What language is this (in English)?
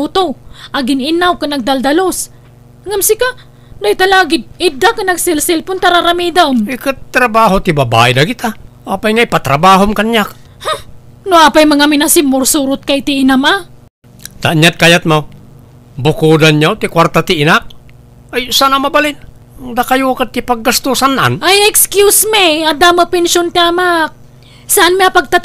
Iloko